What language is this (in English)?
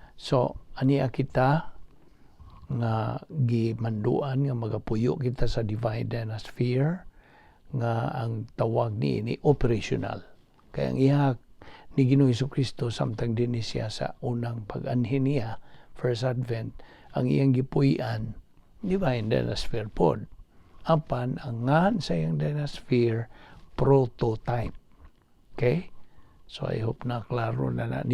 Cebuano